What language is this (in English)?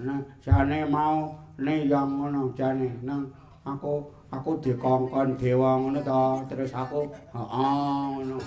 Javanese